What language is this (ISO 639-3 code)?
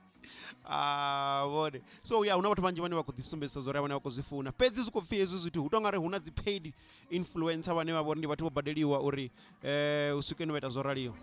ven